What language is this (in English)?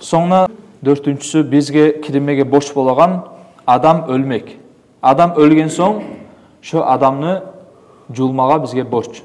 Kumyk